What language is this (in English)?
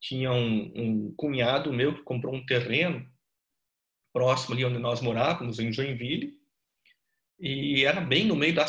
Portuguese